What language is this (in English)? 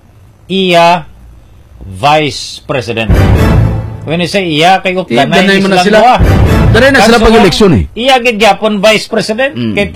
Hiligaynon